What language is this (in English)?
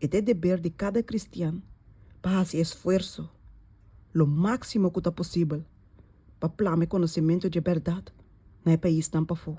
Papiamento